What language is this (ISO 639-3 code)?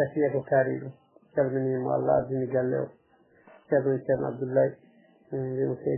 ful